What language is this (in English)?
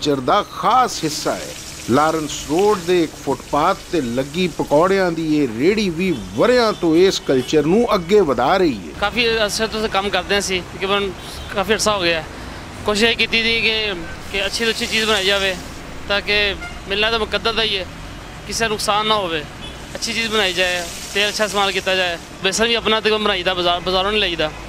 Western Panjabi